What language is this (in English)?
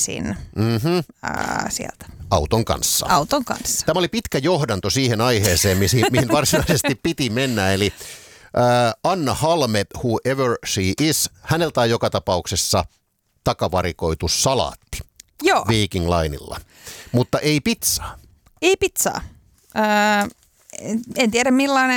Finnish